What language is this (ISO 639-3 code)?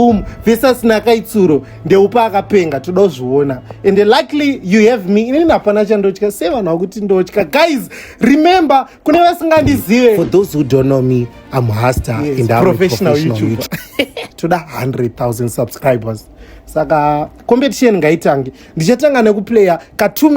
sna